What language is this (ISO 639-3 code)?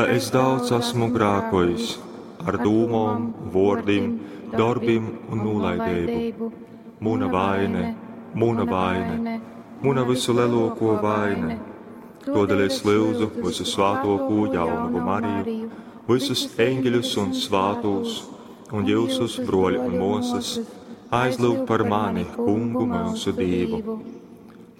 ltg